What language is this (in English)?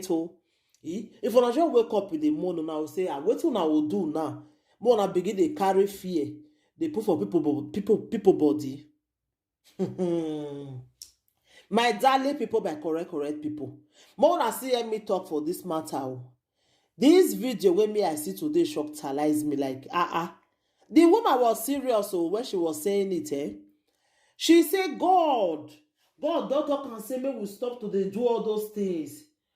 Nigerian Pidgin